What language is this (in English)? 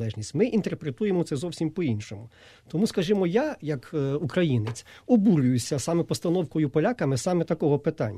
Ukrainian